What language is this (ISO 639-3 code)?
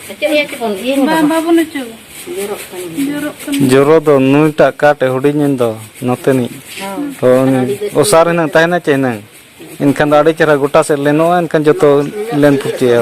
sat